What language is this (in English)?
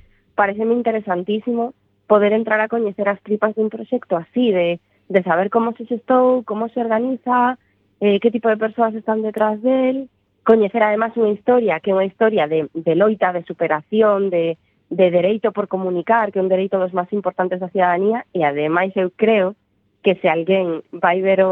Galician